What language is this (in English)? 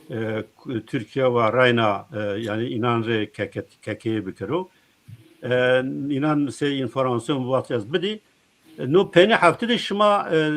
Zaza